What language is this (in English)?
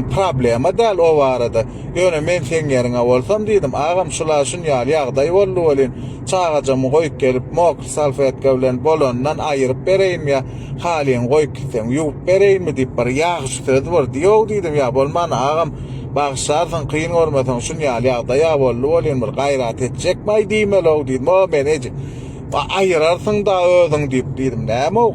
Turkmen